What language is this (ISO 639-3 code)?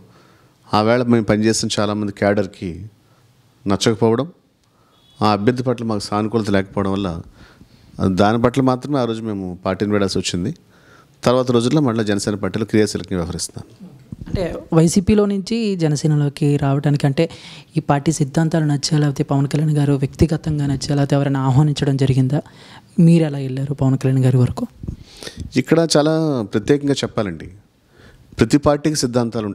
tel